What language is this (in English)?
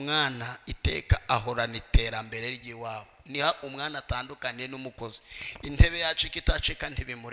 Kinyarwanda